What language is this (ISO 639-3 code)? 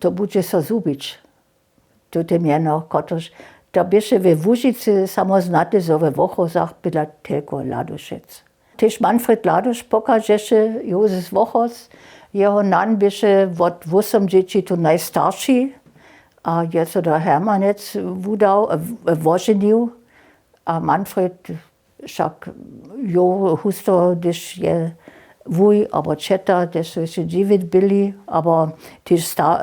hsb